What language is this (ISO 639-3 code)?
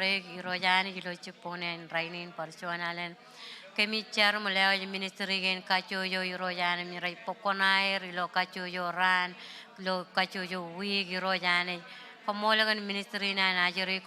mah